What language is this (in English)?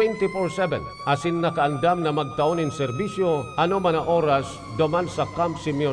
Bikol